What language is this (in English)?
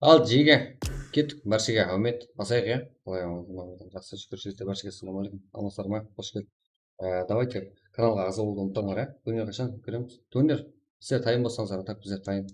Kara-Kalpak